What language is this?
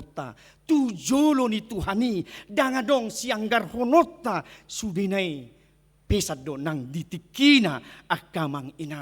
Batak Toba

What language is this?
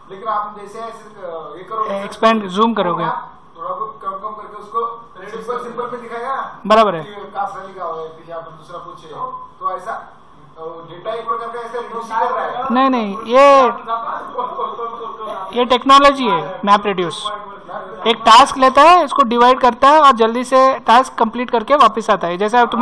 Hindi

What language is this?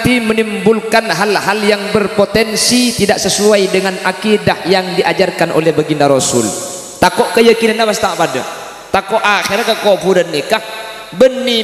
Madurese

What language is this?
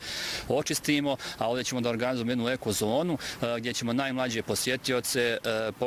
Bosnian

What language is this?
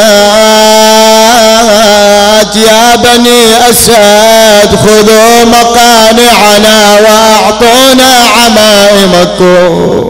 Arabic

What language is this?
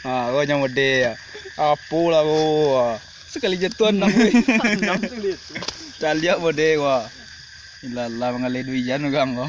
Minangkabau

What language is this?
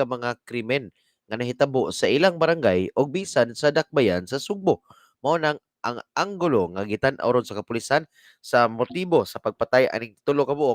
Cebuano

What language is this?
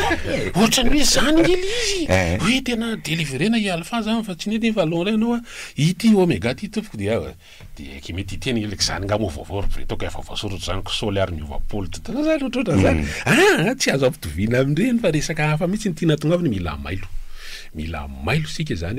Malagasy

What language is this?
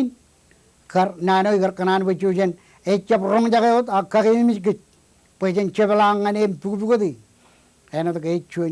Marshallese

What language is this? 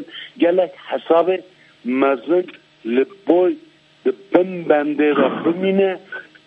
Kurdish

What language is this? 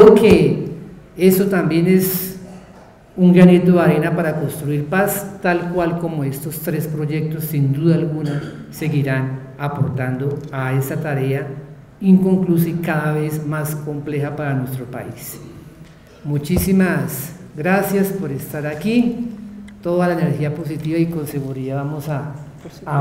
Spanish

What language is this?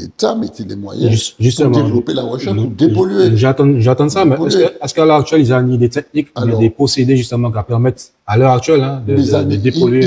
Guadeloupean Creole French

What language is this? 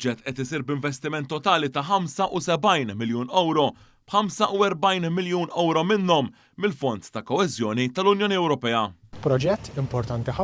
Maltese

